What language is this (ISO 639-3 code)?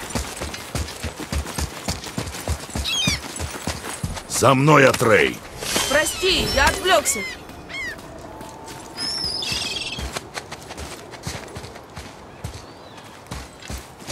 rus